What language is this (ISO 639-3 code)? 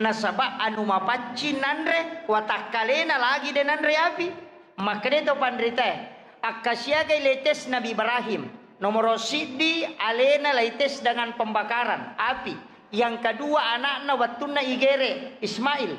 bug